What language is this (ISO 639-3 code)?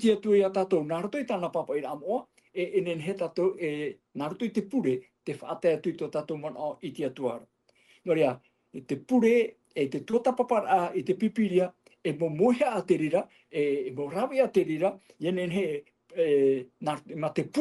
tah